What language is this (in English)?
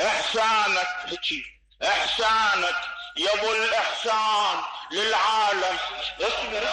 Mesopotamian Arabic